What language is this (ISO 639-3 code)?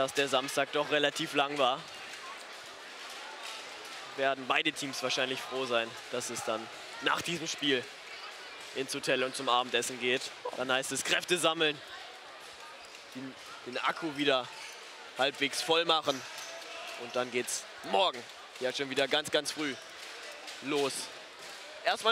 deu